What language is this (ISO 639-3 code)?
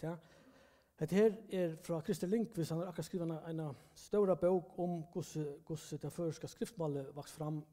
fao